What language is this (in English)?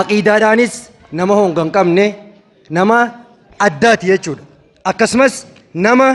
Oromo